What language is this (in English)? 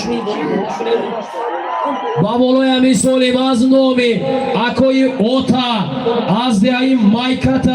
Tajik